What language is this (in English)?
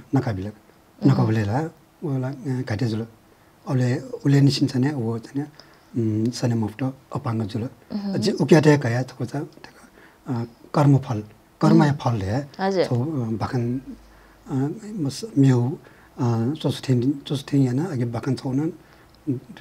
Newari